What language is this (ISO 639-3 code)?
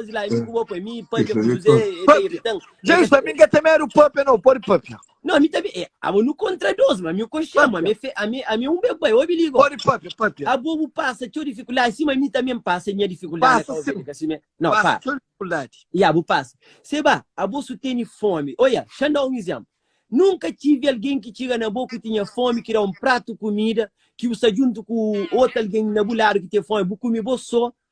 kea